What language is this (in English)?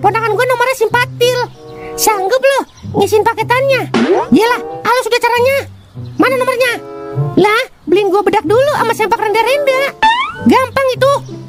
Betawi